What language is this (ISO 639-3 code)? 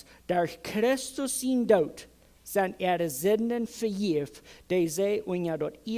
pdt